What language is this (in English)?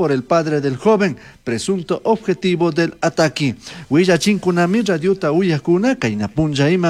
Chimborazo Highland Quichua